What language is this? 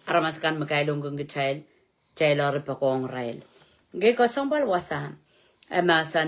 Pohnpeian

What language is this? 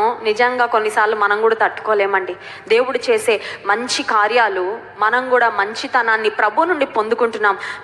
Telugu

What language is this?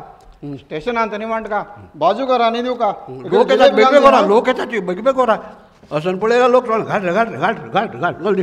Konkani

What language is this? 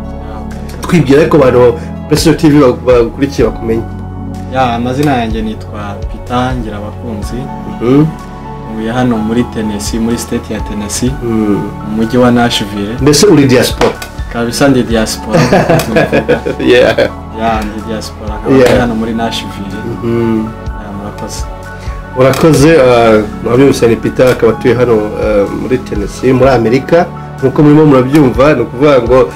Kinyarwanda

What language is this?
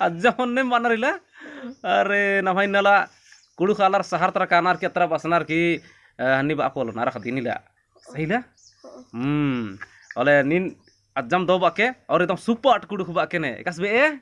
Kurukh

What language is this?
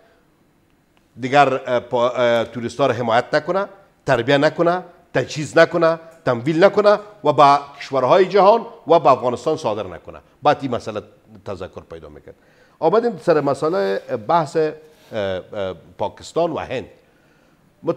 Persian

